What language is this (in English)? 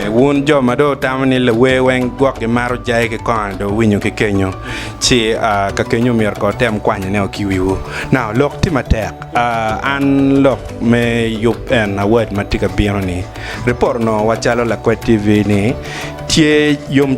Acoli